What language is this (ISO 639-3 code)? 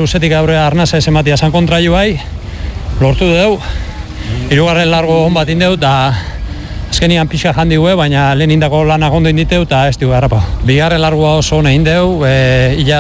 eus